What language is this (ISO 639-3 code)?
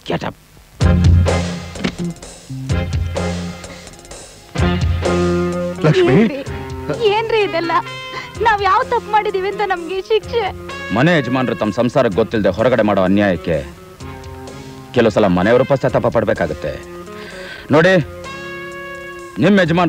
kan